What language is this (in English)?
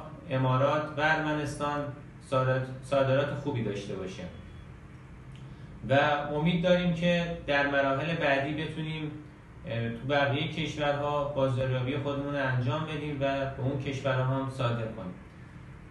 Persian